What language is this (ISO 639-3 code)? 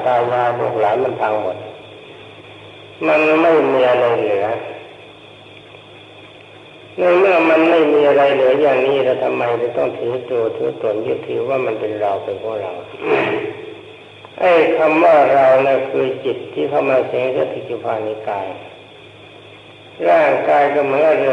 tha